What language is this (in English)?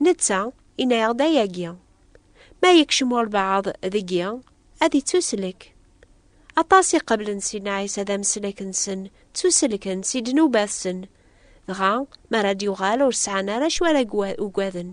Kabyle